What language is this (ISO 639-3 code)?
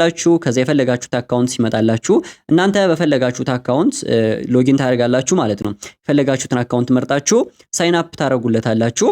amh